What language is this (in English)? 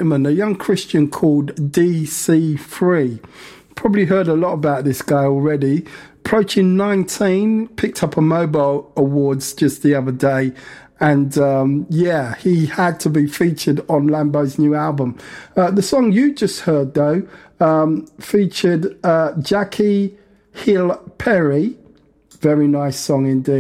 English